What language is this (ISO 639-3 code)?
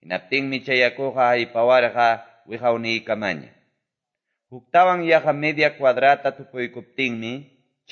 que